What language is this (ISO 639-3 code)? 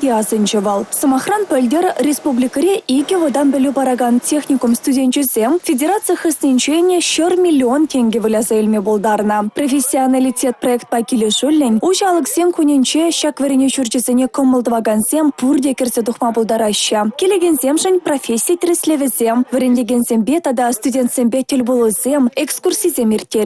chv